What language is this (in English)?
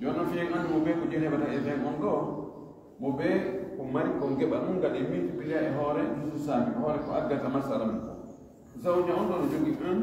Fula